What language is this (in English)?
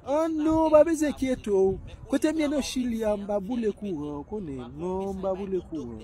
Haitian Creole